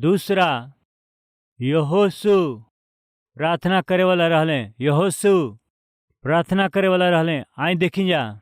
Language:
Bhojpuri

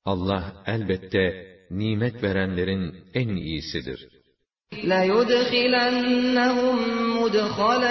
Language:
Turkish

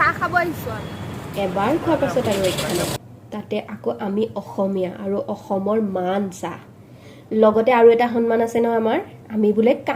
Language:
Assamese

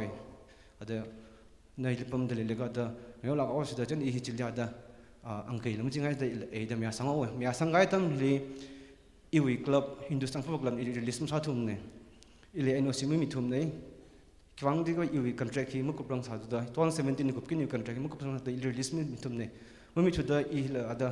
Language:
Tangkhul Naga (India)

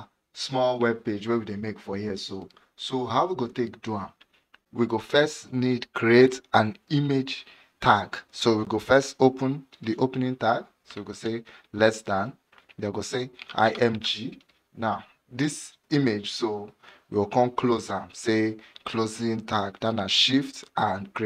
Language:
Nigerian Pidgin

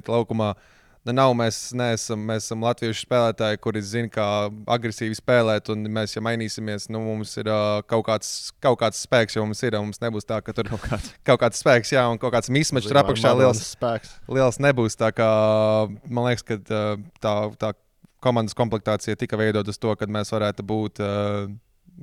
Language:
Latvian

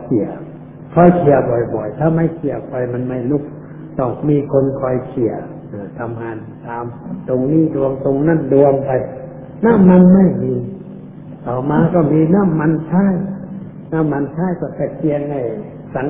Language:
Thai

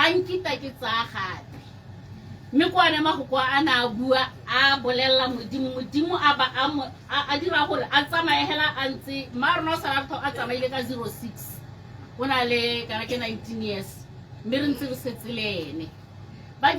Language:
Tswana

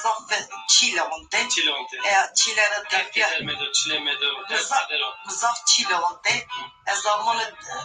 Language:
Zaza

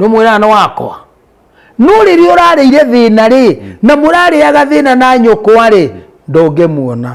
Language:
Kikuyu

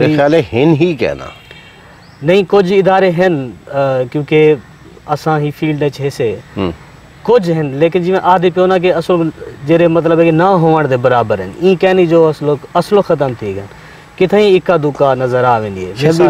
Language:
Saraiki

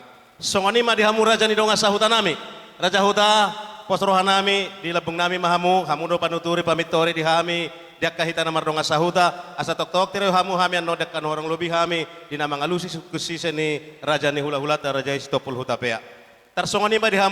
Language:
Batak Toba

